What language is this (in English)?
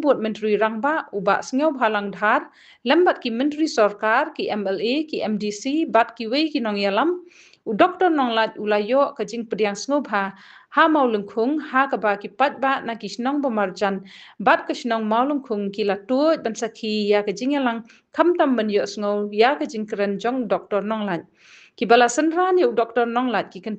Khasi